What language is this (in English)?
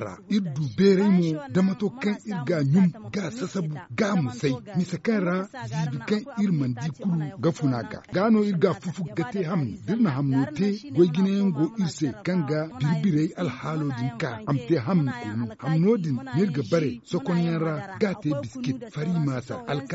Zarma